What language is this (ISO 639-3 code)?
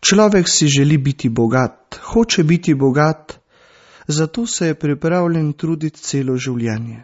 slv